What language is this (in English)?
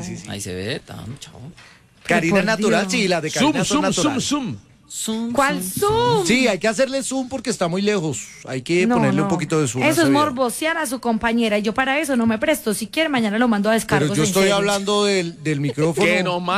Spanish